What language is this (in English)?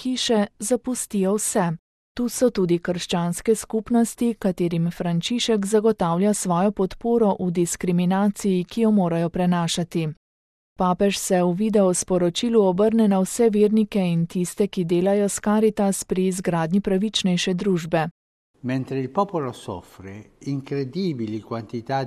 Slovenian